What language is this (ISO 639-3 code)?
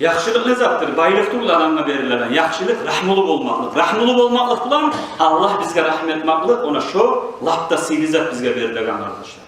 kum